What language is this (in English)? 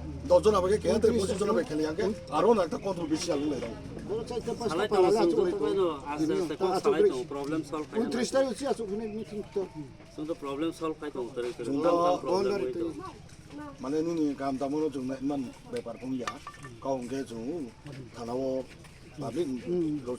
Riang (India)